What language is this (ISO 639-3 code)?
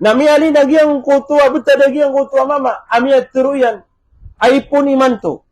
mrw